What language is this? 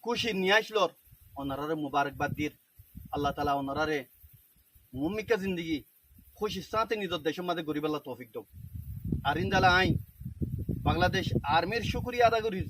Rohingya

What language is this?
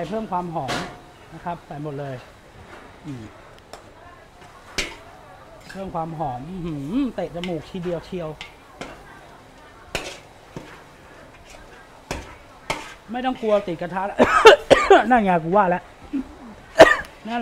Thai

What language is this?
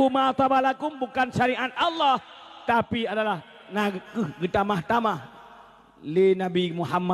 Achinese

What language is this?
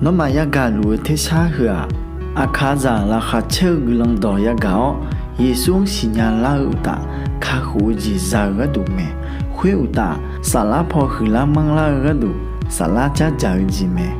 Akha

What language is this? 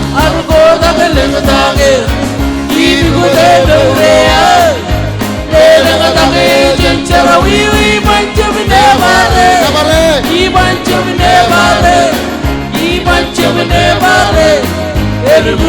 Marshallese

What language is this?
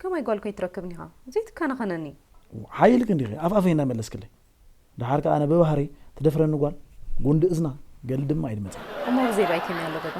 Tigrinya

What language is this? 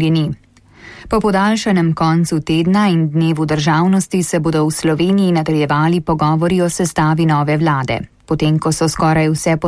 Slovenian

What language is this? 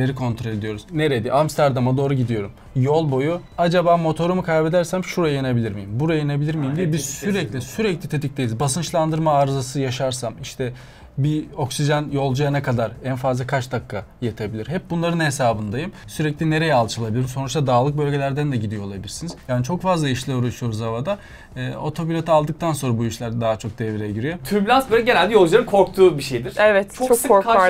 Turkish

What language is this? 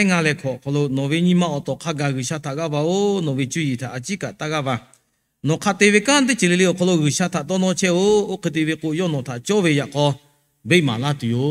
Lahu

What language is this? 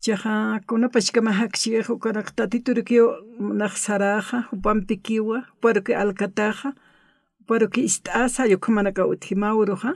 Aymara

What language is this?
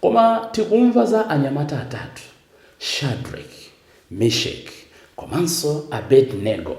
Nyanja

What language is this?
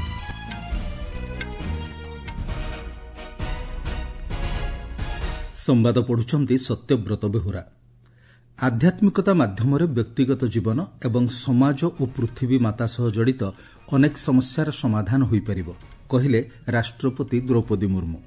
Odia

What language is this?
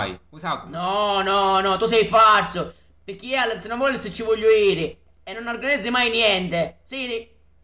Sicilian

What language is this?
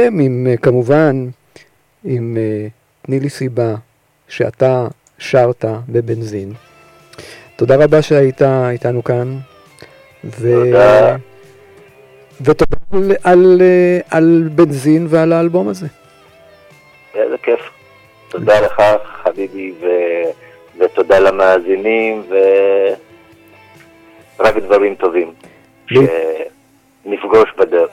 Hebrew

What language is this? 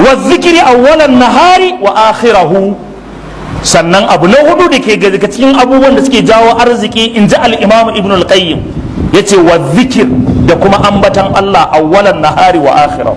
Hausa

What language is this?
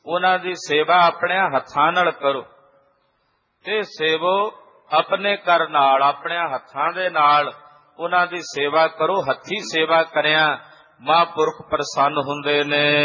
Punjabi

